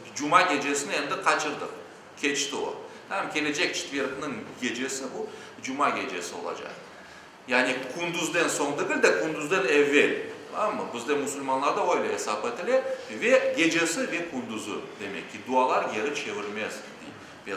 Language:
Crimean Tatar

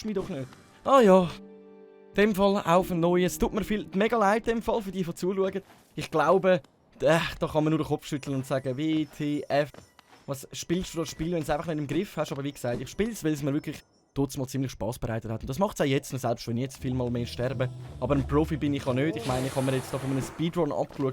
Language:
Swiss German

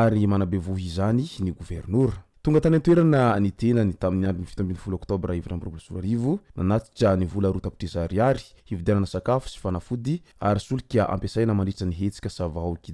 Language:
Malagasy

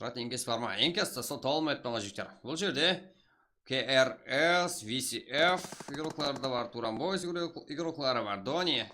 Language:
Kara-Kalpak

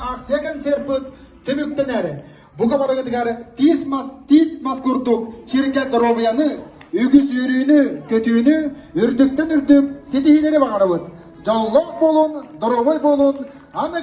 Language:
Yakut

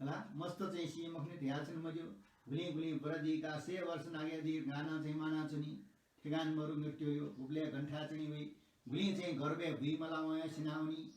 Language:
Newari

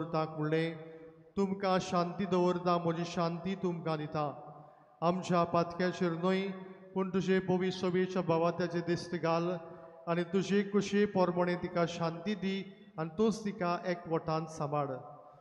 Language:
Konkani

